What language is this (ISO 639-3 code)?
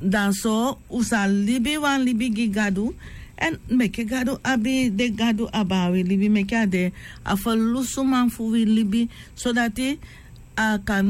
srn